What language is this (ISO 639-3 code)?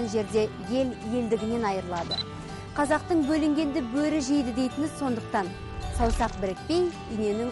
kaz